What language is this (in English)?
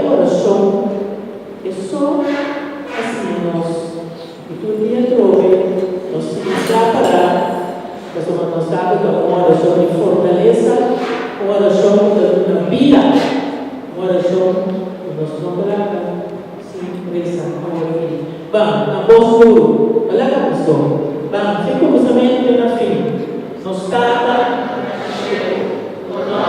Papiamento